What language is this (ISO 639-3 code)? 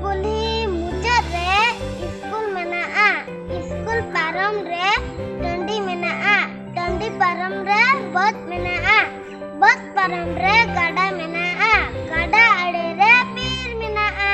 sat